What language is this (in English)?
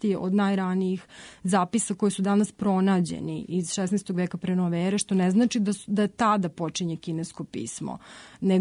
Serbian